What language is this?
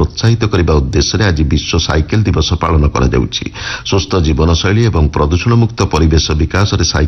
Odia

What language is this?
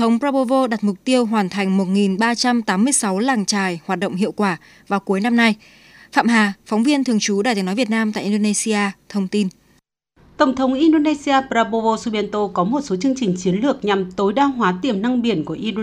Vietnamese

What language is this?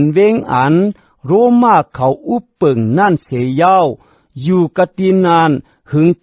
Shan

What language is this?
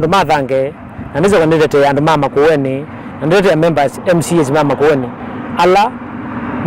Kamba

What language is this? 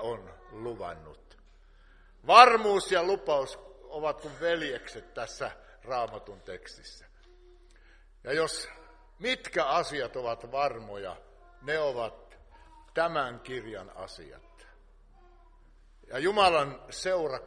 Finnish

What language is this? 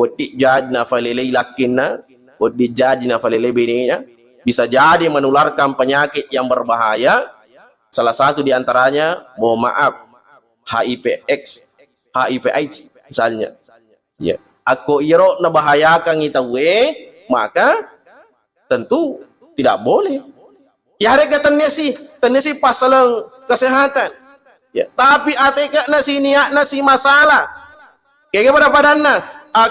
Buginese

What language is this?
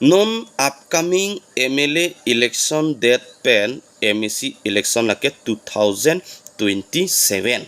Karbi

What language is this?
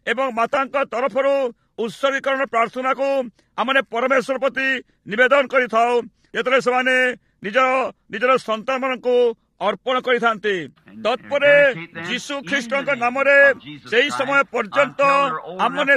Odia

